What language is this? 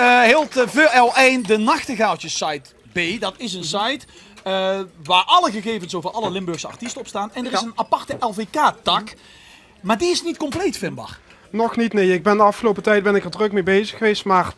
Limburgish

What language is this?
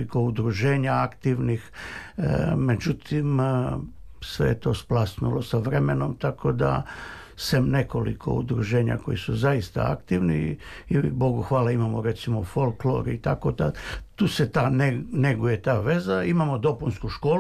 Serbian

